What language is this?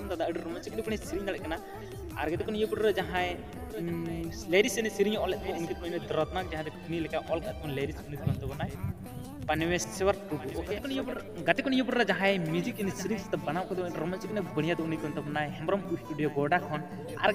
Santali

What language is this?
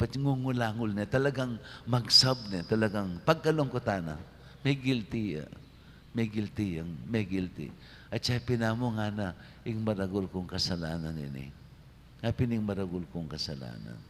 Pampanga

